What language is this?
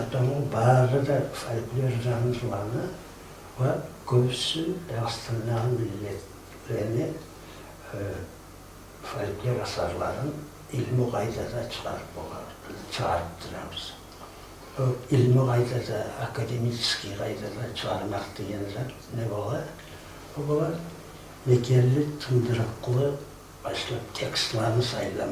Kumyk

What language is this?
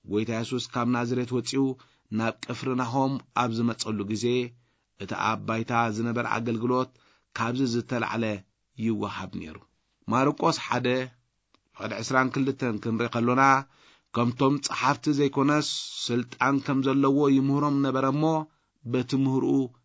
Tigrinya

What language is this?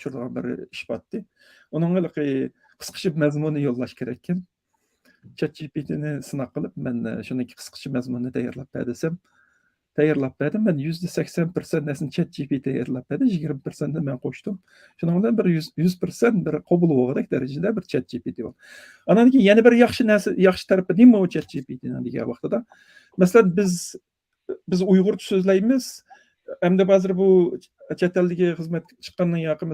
Uyghur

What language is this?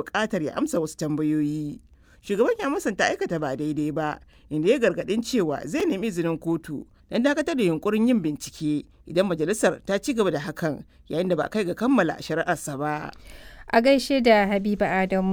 Hausa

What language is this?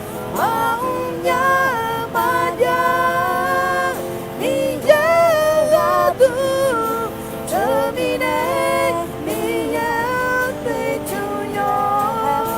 Akha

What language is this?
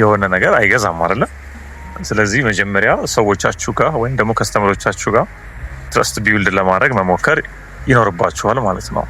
Amharic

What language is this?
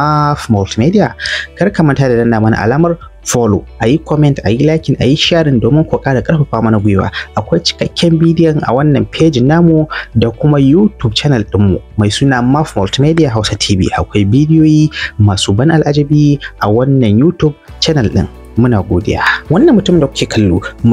Hausa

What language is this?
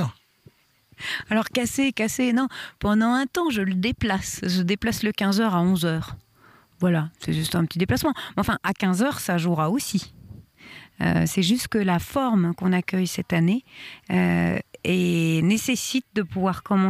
French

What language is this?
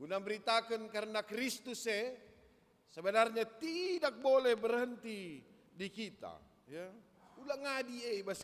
Batak Karo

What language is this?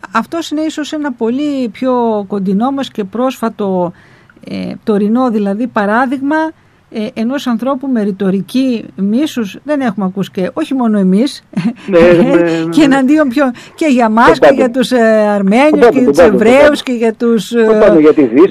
Greek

